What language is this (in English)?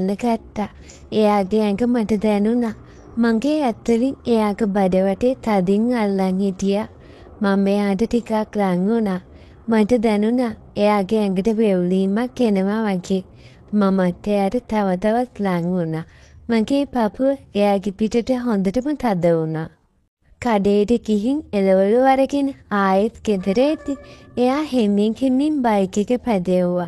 Sinhala